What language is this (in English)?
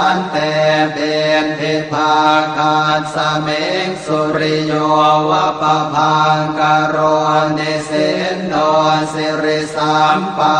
Pali